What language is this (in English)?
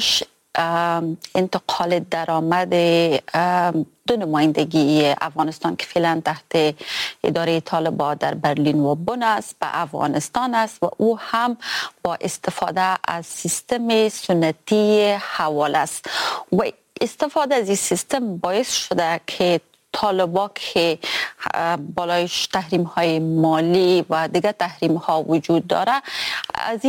Persian